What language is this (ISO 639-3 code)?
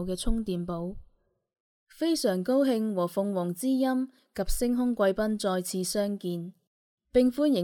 yue